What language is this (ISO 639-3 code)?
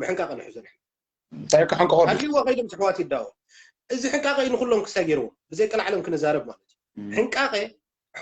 tir